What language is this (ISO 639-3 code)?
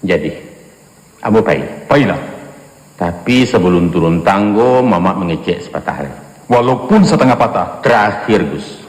min